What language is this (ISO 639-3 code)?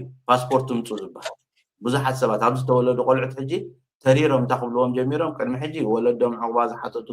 tir